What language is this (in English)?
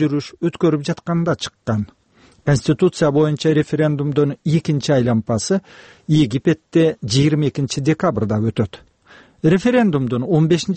Kyrgyz